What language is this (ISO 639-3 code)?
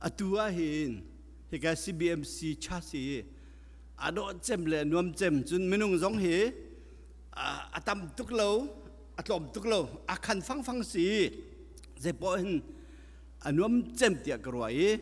cnh